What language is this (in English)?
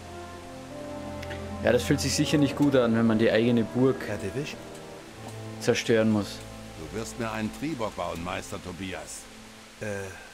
German